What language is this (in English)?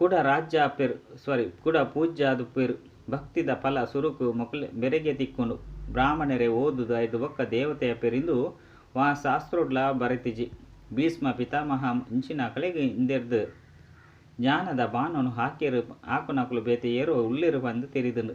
Tulu